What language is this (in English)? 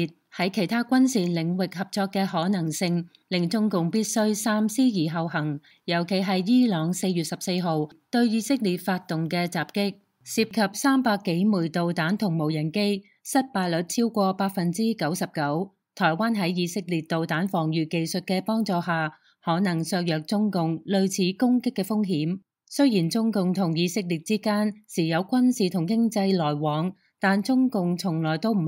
Cantonese